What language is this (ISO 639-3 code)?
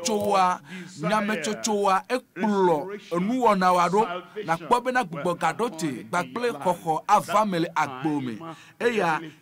ewe